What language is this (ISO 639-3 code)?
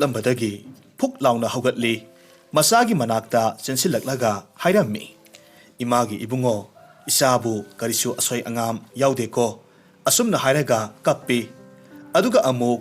mni